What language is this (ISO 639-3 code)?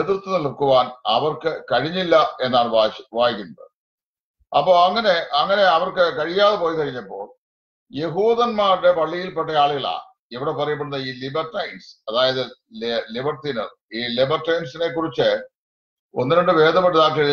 mal